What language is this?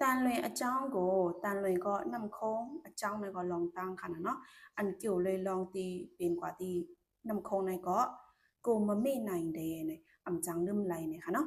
Shan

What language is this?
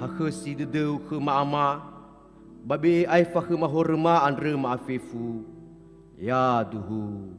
Nias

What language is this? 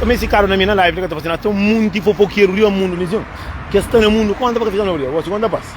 Kabuverdianu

